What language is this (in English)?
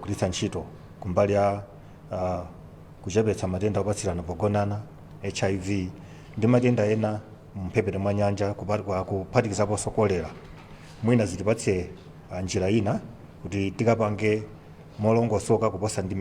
Nyanja